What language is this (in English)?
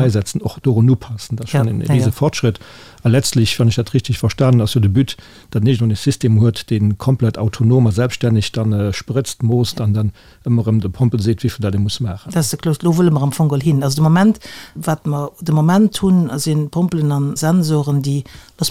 Luxembourgish